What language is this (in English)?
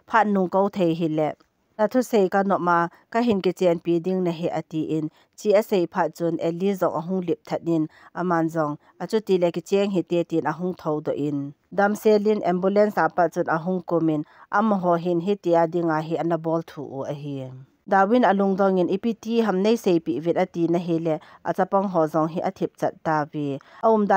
Thado Chin